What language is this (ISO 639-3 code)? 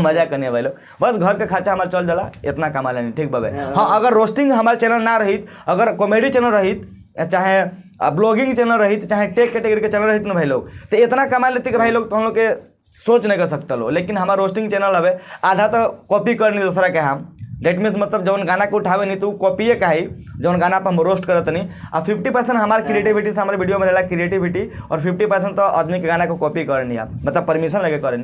bho